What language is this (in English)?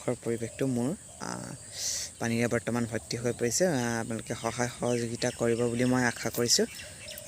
Assamese